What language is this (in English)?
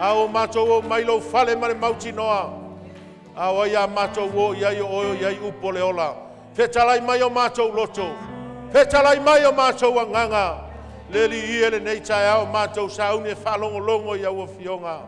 Samoan